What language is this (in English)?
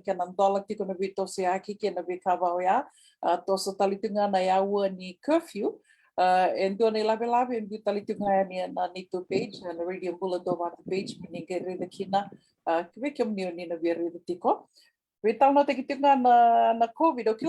Fijian